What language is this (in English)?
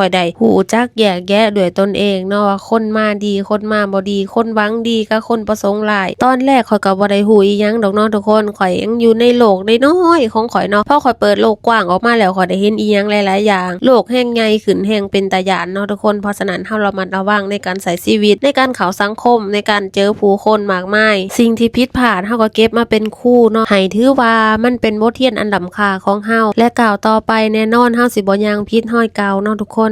Lao